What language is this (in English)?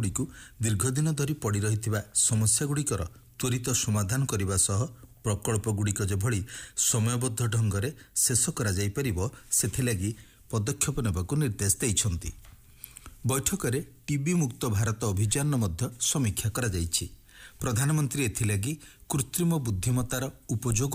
Odia